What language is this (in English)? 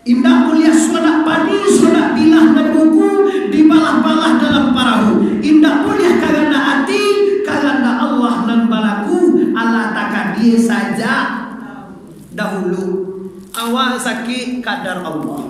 Minangkabau